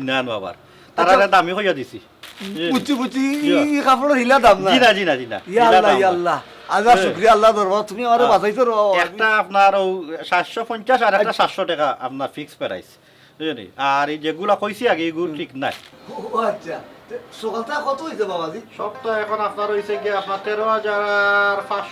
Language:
Sylheti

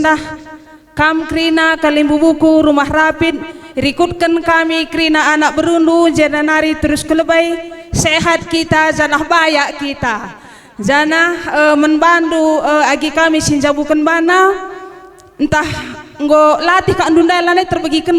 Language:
Batak Karo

